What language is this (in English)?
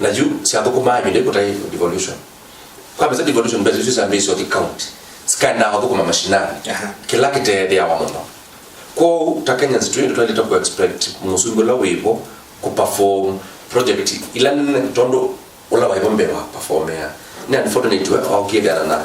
Kamba